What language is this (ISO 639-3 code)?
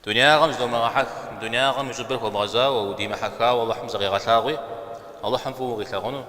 kbd